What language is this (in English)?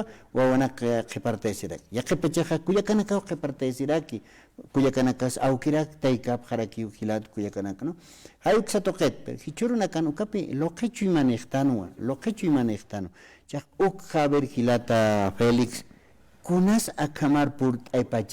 Aymara